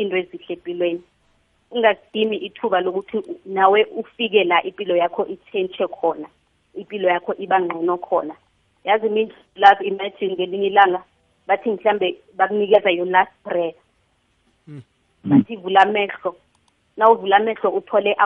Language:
South Ndebele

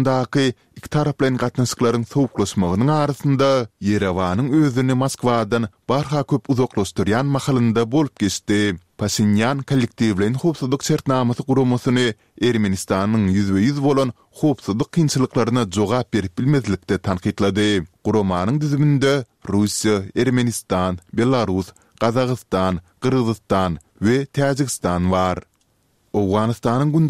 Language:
Turkmen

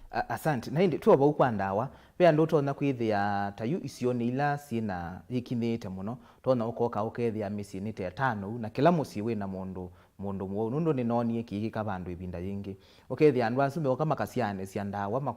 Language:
Kamba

